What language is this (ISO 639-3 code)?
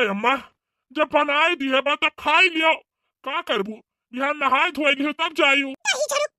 bho